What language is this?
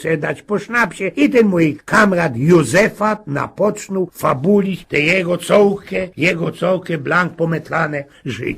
Silesian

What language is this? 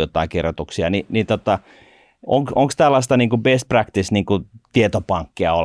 Finnish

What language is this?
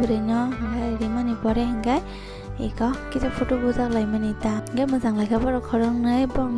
Kok Borok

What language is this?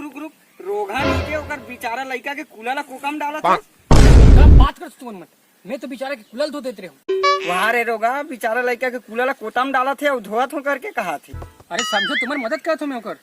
Chhattisgarhi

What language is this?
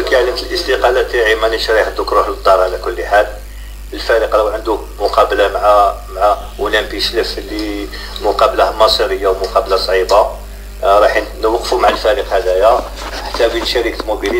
Algerian Arabic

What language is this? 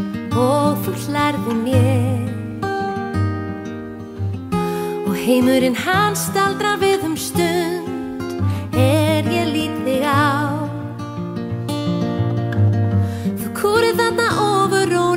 Icelandic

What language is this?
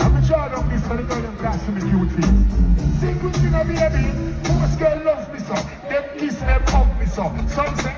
Jamaican Creole English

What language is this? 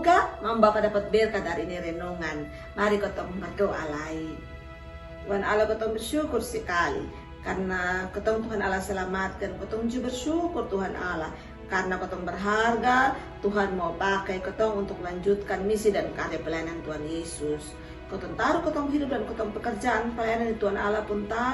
Kupang Malay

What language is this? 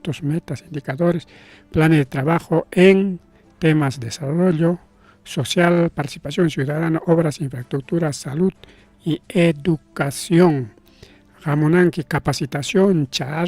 Ayacucho Quechua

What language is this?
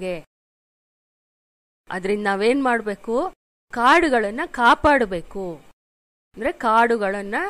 Kannada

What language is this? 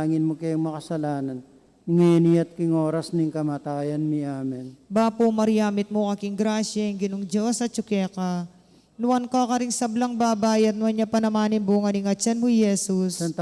Pampanga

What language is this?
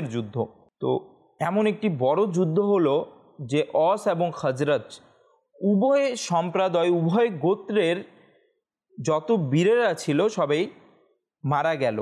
Bangla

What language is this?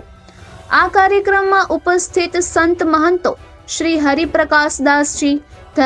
Gujarati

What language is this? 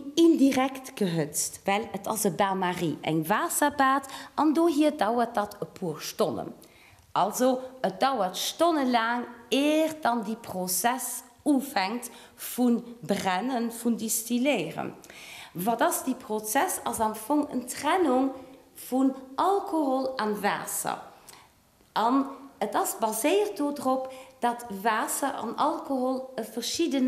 Luxembourgish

